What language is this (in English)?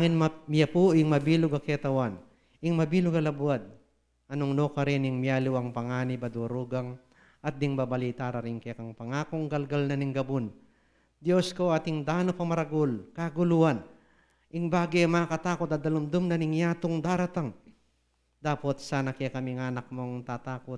Pampanga